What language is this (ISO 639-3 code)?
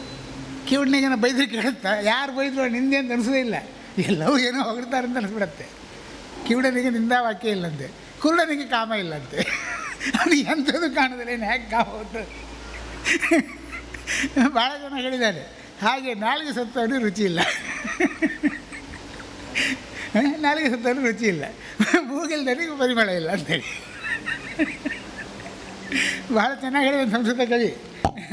kan